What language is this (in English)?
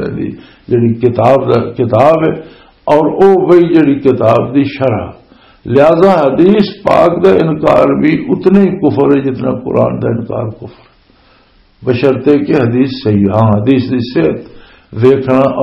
Western Panjabi